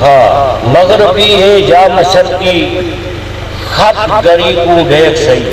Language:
Saraiki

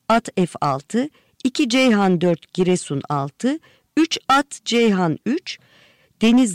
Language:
Turkish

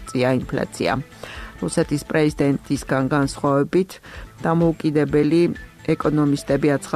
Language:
Georgian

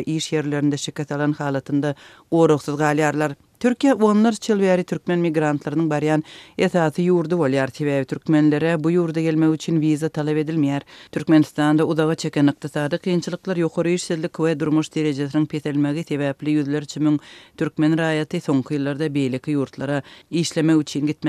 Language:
Turkmen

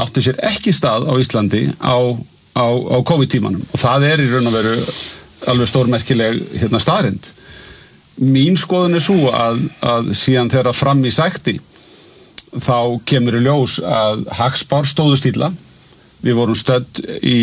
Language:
Icelandic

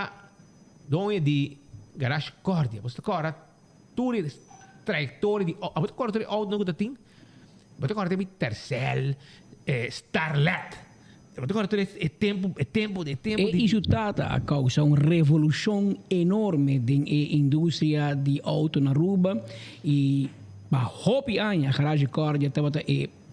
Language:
Papiamento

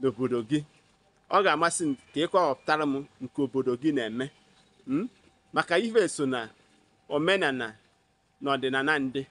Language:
Igbo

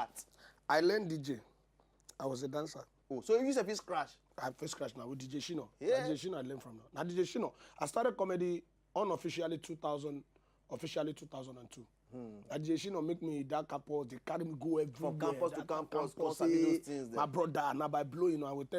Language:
Nigerian Pidgin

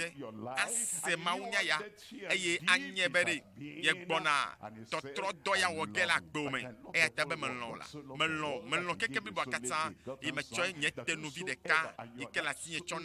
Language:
Ewe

